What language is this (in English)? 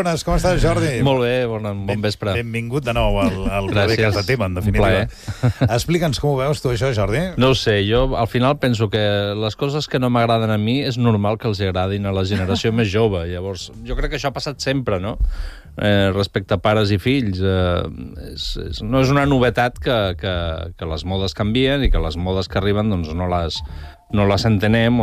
Catalan